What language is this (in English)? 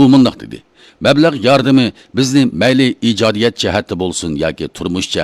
Uyghur